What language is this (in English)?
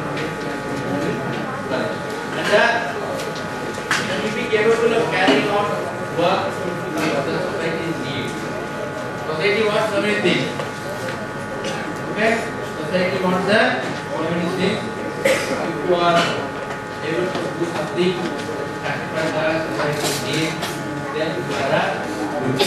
English